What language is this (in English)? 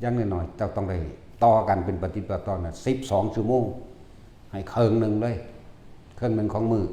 Northeastern Thai